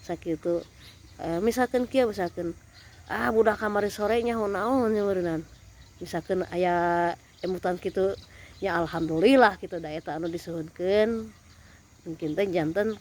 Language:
Sundanese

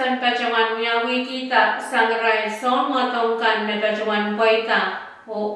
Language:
Pohnpeian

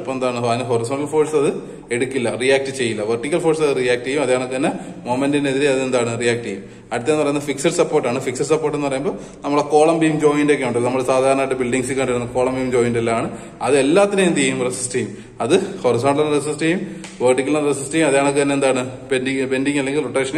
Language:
Malayalam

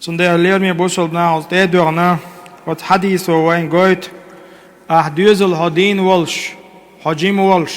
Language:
Chechen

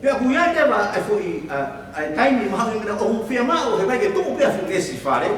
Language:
Tongan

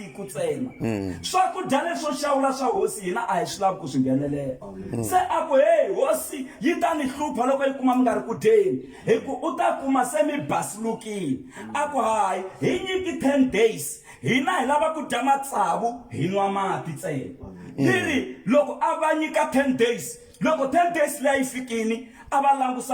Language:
Tsonga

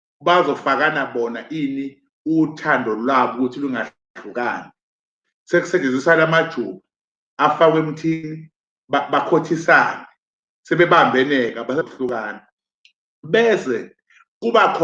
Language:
Zulu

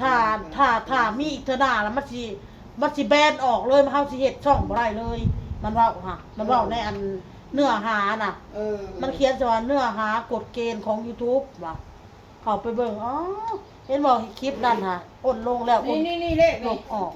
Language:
Northeastern Thai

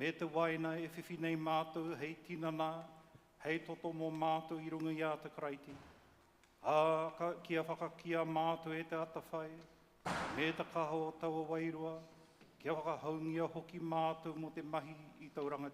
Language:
Māori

